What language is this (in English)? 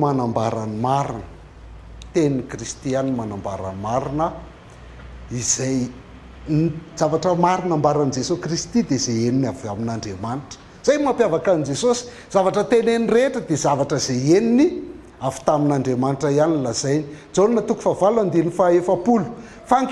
Malagasy